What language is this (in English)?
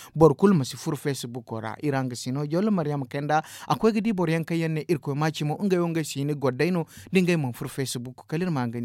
Zarma